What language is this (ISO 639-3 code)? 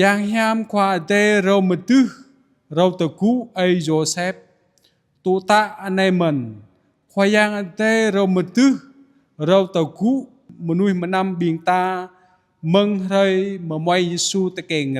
jra